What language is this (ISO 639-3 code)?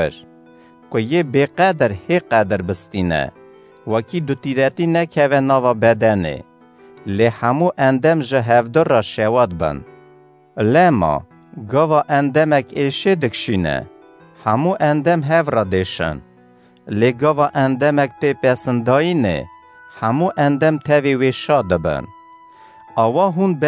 kur